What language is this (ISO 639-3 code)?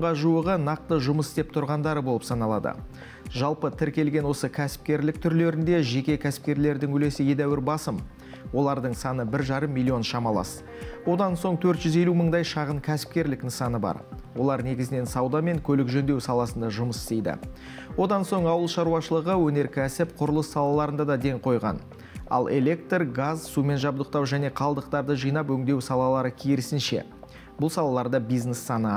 kaz